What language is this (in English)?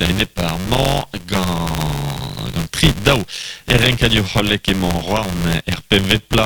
Breton